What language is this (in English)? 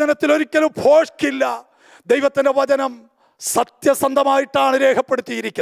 Malayalam